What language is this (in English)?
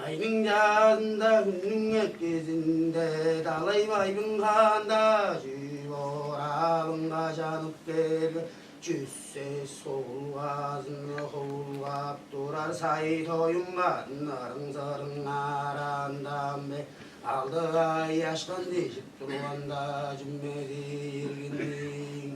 Tuvinian